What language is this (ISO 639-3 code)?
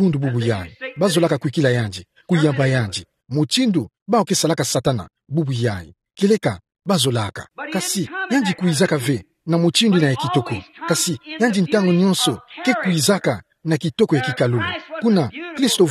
ktu